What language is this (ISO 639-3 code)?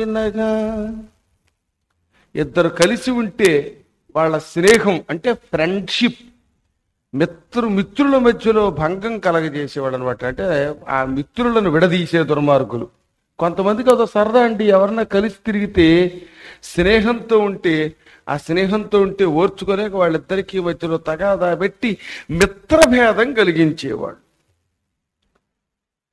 tel